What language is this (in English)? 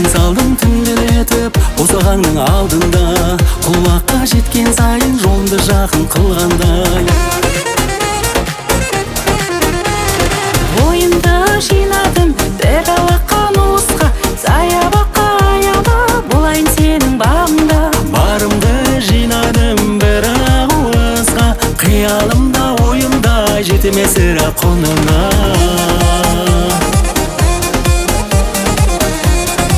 Kazakh